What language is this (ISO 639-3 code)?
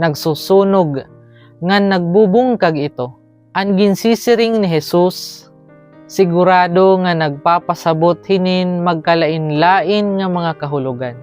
war